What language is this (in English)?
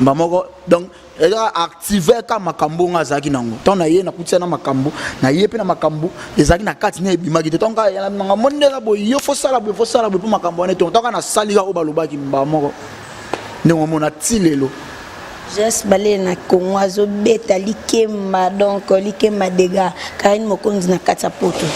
Lingala